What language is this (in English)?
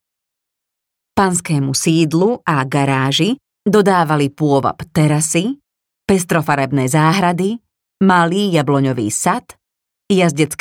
Slovak